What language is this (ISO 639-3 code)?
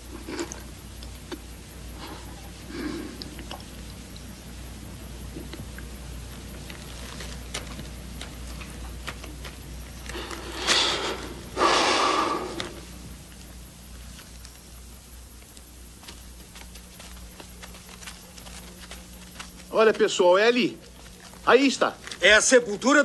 por